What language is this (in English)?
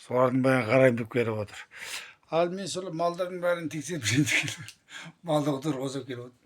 Kazakh